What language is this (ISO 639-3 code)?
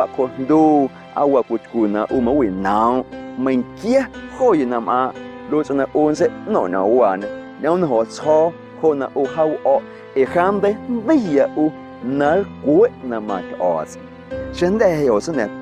amu